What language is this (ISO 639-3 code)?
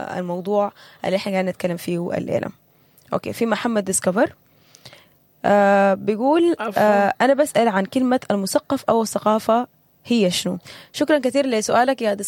apd